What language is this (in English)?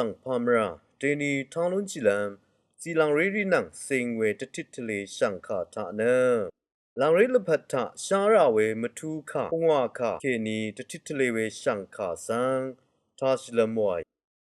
Rawang